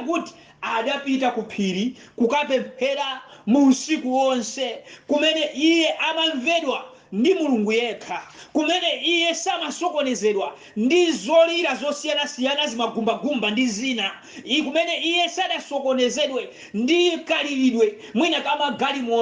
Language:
Nyanja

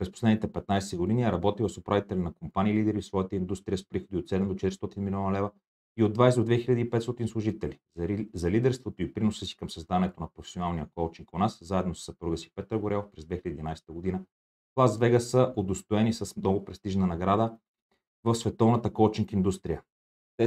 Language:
Bulgarian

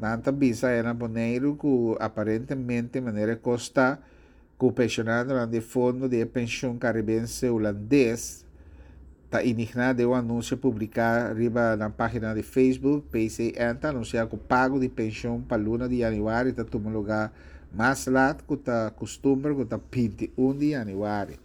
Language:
Papiamento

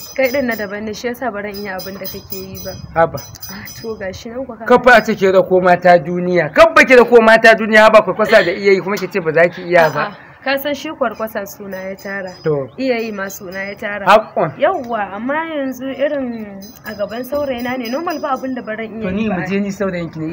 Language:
Hausa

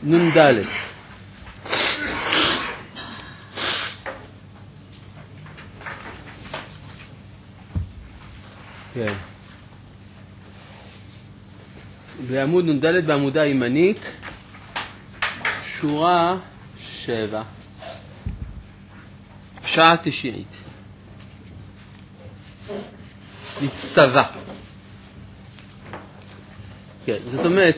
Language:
Hebrew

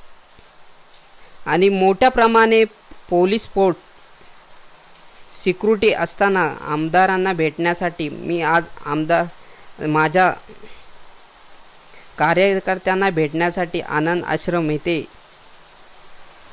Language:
Marathi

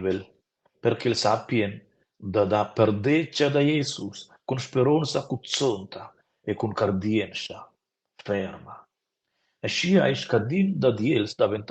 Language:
Romansh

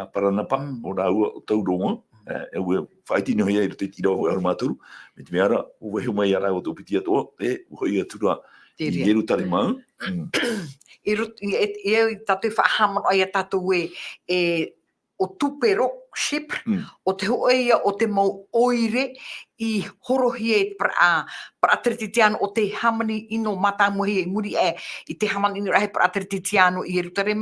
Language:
Tahitian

